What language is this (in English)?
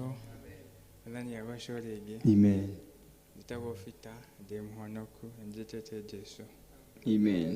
Kikuyu